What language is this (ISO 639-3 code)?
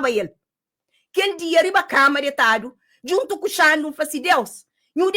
kea